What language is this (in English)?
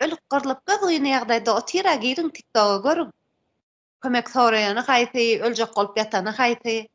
Turkmen